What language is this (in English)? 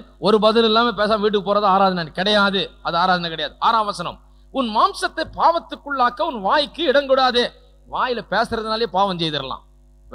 Tamil